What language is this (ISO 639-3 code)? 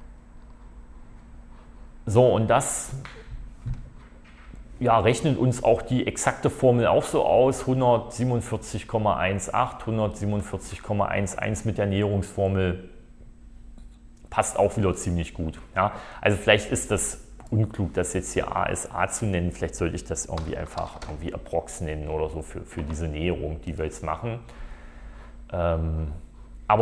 deu